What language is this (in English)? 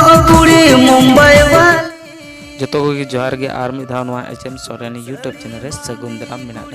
Santali